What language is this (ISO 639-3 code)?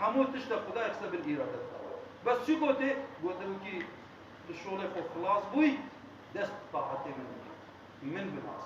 kur